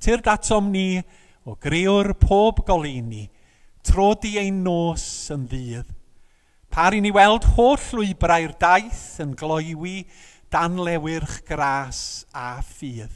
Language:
Welsh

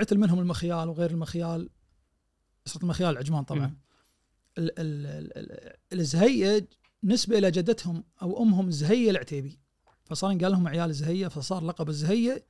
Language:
Najdi Arabic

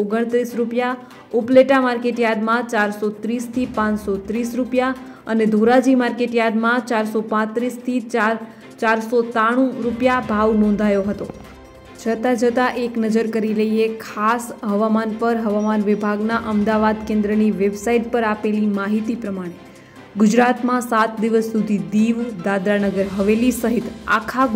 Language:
Gujarati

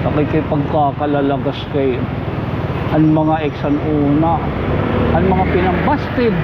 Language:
Waray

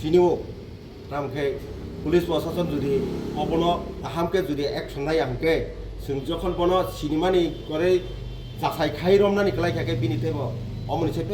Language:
Kok Borok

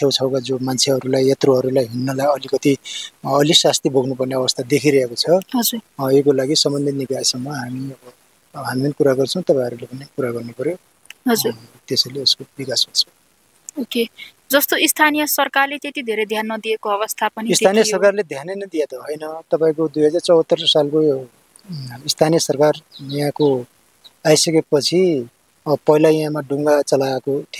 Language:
Nepali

